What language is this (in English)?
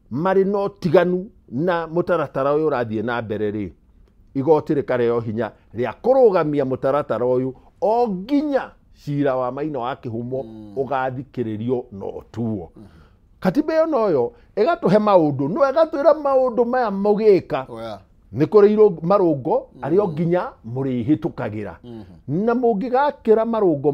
Kikuyu